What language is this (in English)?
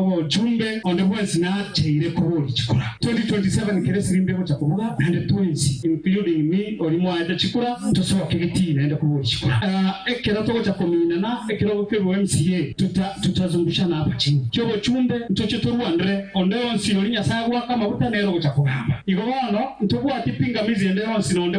Gusii